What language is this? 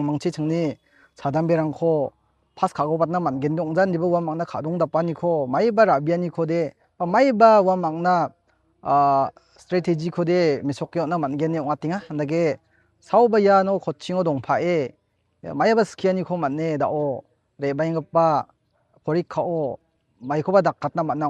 Garo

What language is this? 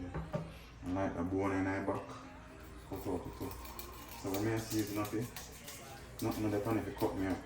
Jamaican Creole English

